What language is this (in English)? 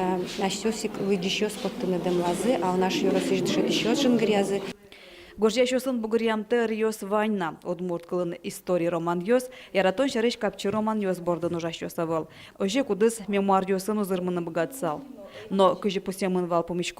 Udmurt